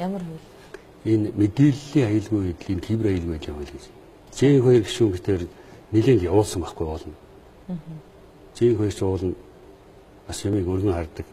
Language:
Mongolian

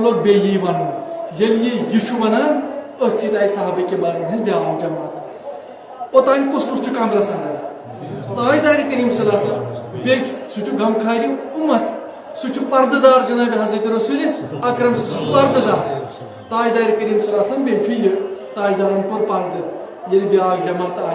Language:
Kashmiri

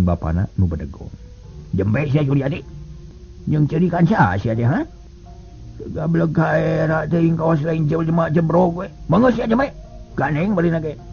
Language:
Sundanese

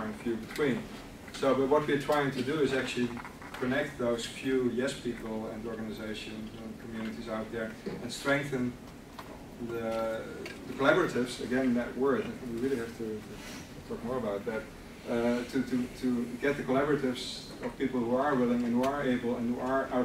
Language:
English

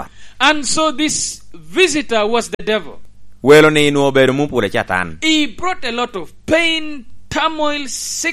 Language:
Lango (Uganda)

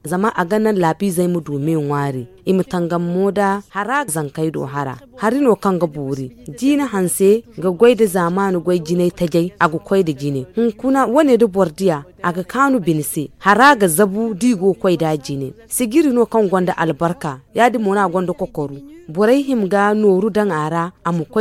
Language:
Zarma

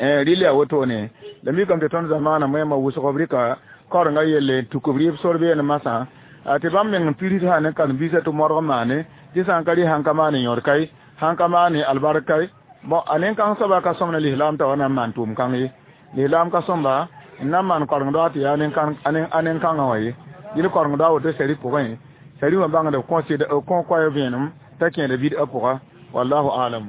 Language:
Mossi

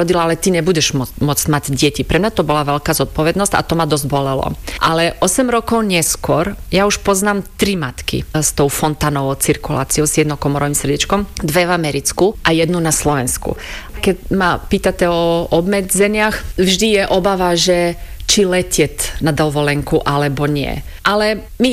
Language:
Slovak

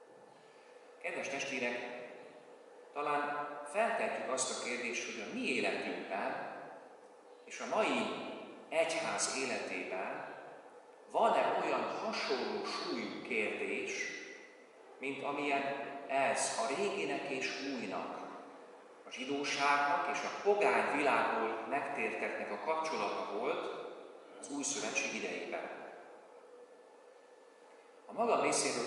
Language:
Hungarian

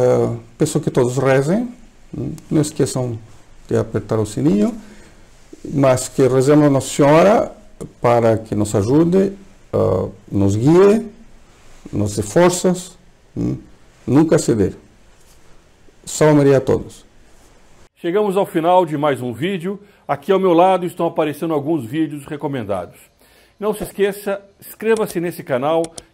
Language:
Portuguese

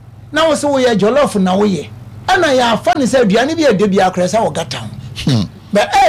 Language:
Akan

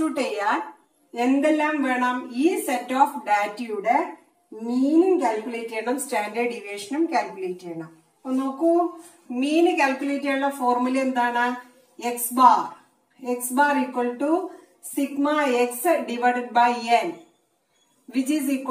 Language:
Malayalam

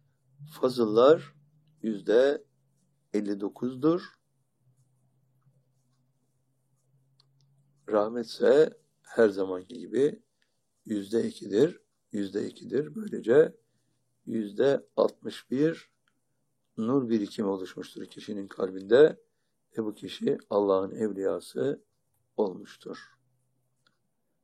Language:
Turkish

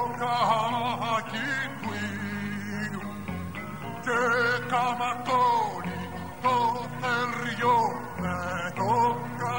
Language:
Greek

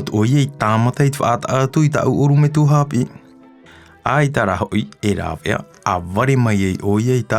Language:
Tahitian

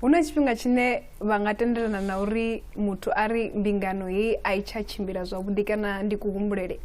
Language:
Venda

